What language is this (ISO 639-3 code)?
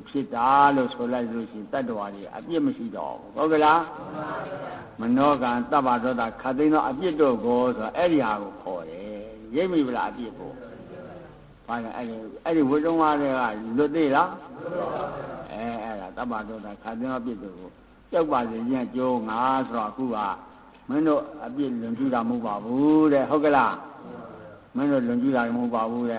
mya